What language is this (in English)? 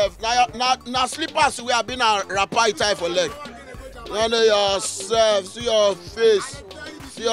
Nigerian Pidgin